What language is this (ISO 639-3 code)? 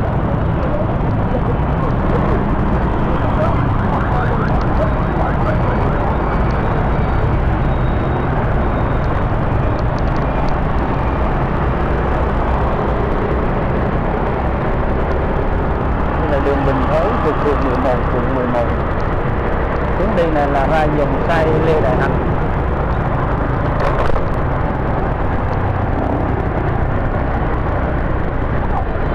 vie